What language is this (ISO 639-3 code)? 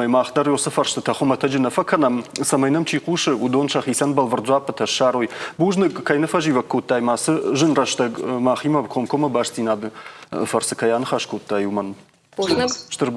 oss